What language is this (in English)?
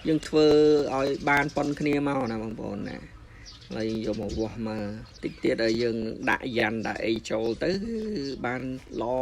Khmer